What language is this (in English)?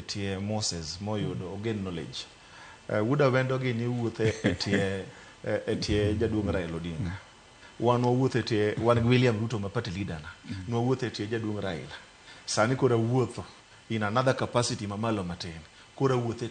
Luo (Kenya and Tanzania)